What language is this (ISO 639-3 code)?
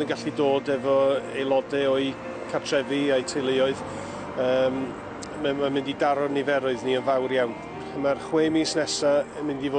cym